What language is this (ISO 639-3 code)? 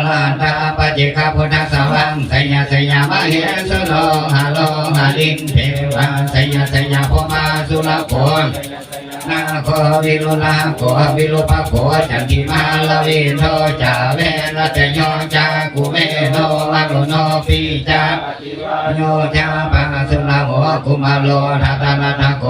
pli